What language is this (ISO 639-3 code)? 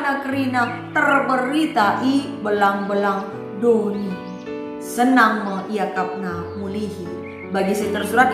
btx